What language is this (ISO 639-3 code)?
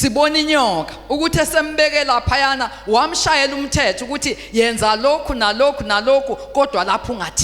zul